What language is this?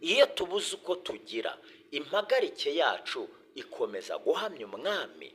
Kinyarwanda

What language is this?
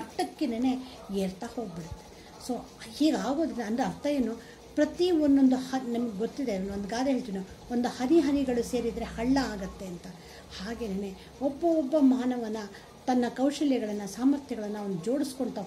Kannada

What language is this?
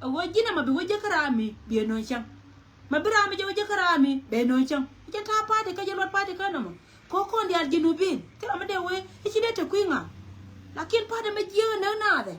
Nuer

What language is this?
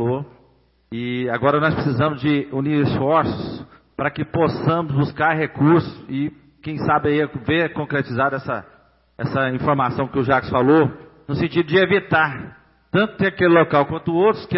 Portuguese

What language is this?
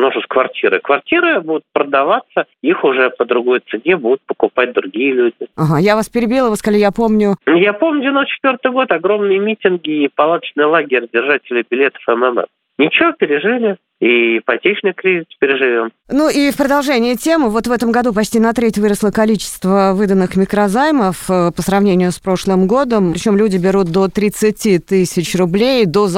Russian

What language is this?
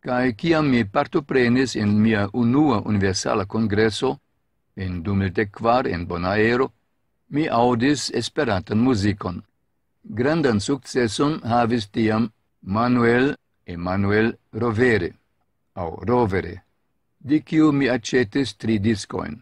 Esperanto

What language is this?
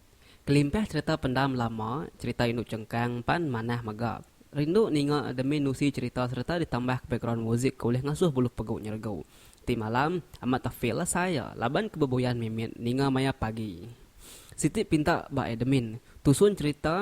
Iban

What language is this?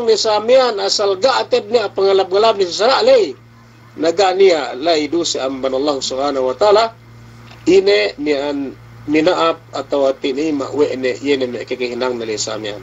Yakan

